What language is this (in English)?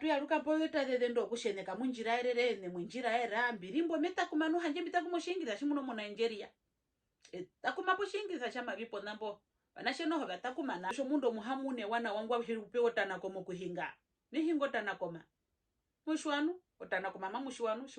Herero